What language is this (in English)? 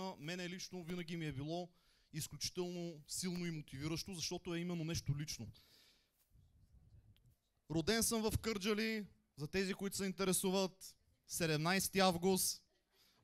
Bulgarian